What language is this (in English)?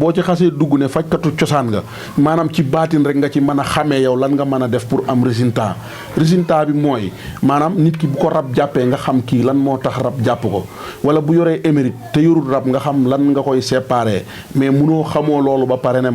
Wolof